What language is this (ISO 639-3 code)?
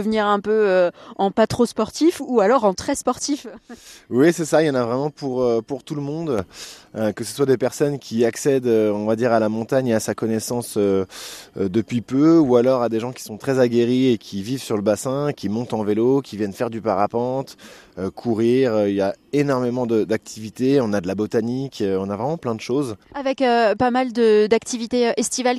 fra